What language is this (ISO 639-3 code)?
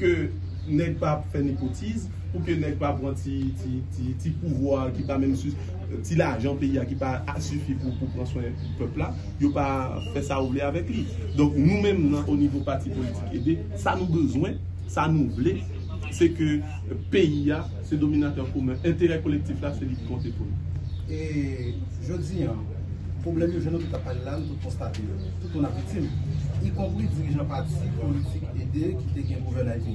hat